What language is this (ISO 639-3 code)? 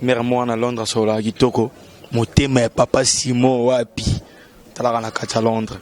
lin